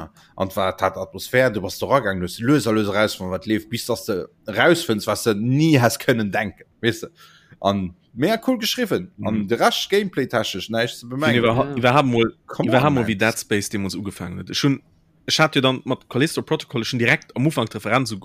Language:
Luxembourgish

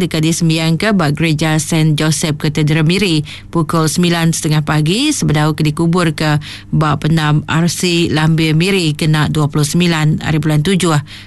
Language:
Iban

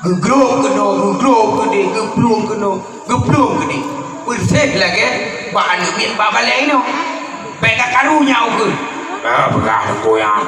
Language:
Achinese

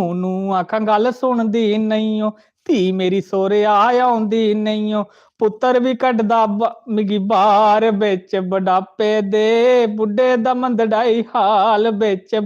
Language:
Dogri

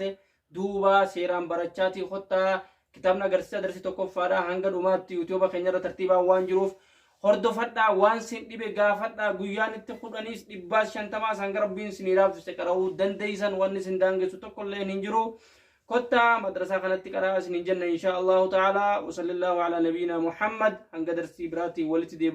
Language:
Oromo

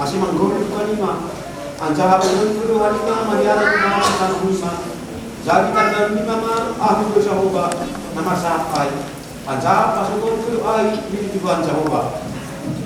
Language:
Batak Simalungun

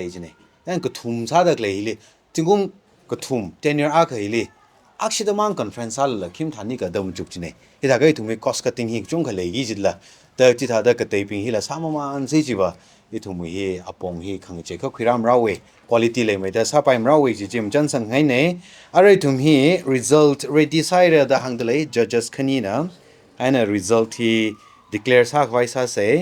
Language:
Tangkhul Naga (India)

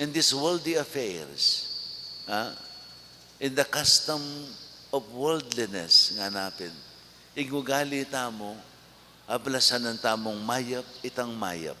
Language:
Pampanga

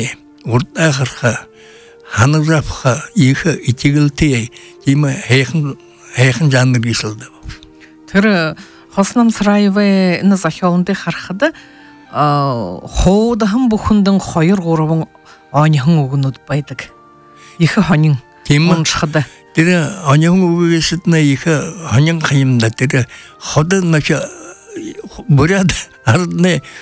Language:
Buriat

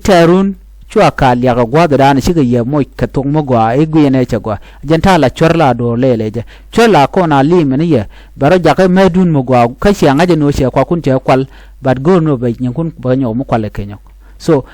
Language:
Nuer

